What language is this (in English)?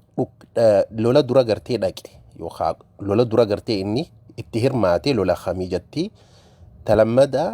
Oromo